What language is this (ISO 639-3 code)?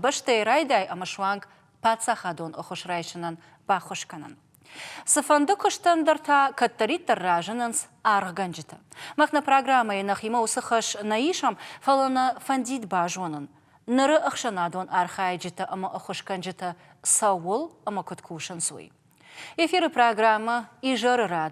oss